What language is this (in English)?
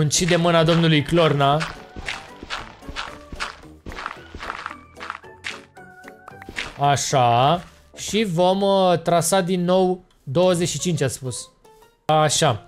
Romanian